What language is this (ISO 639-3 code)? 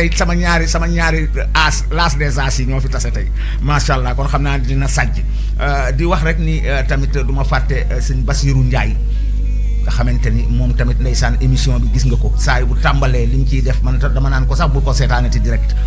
wol